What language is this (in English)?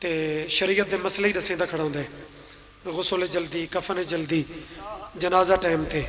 Pahari-Potwari